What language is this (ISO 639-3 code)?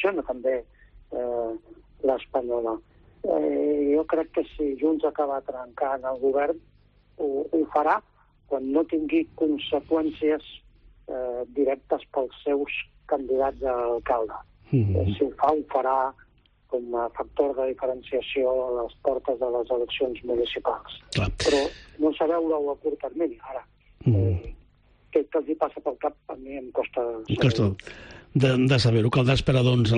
cat